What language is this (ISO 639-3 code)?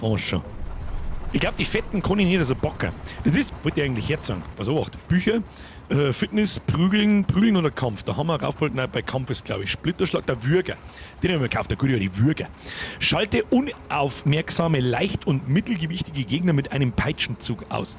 bar